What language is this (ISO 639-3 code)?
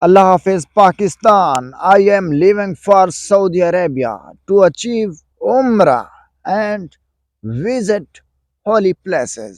skr